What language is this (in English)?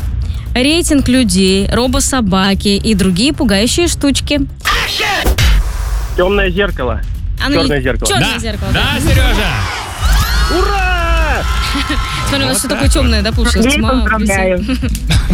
Russian